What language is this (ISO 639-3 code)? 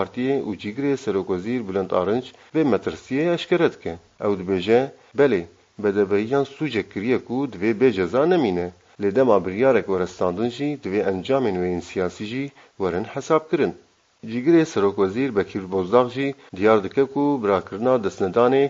kur